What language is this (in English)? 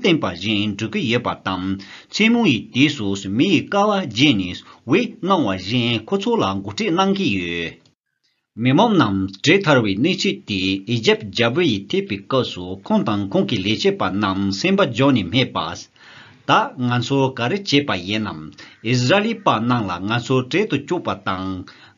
Tibetan